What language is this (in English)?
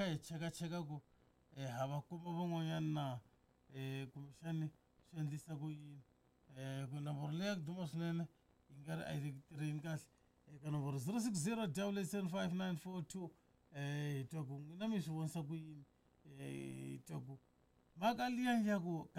Tsonga